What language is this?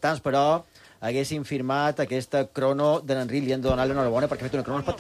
Catalan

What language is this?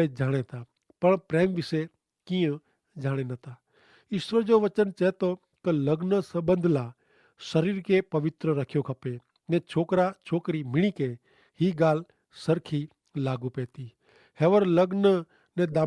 Kachhi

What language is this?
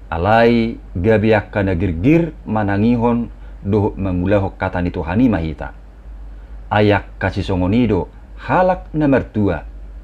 Batak Toba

